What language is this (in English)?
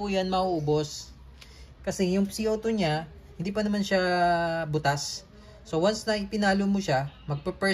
Filipino